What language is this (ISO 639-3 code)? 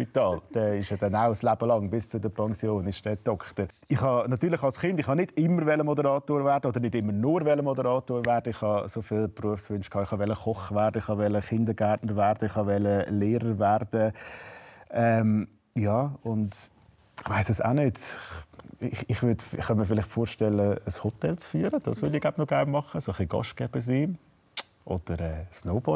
gsw